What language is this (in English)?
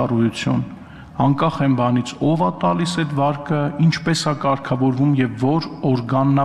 Armenian